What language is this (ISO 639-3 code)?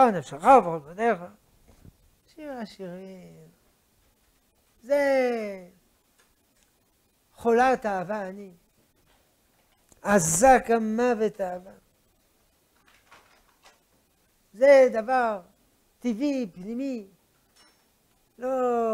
heb